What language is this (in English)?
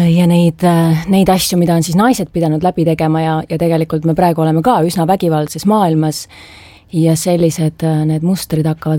Estonian